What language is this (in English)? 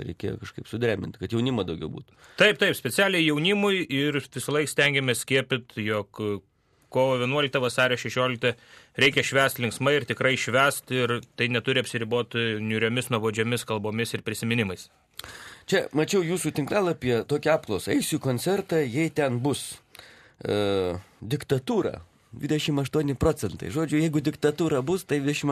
Lithuanian